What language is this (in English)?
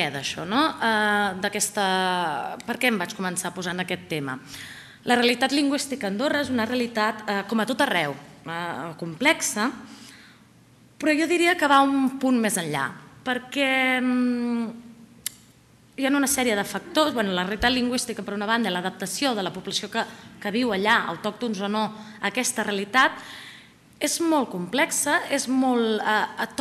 Catalan